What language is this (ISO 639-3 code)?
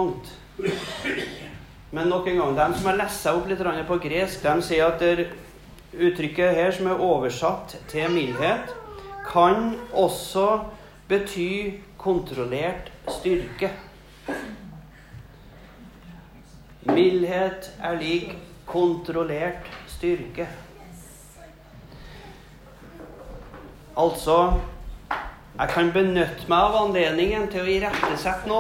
nor